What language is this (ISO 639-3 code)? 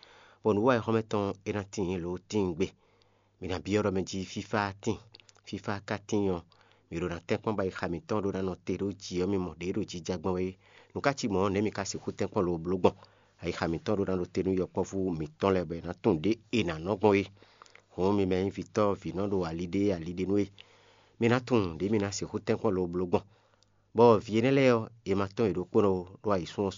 fon